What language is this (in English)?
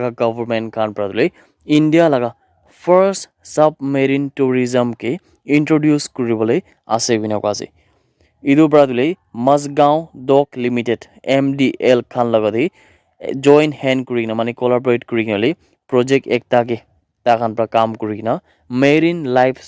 Naga Pidgin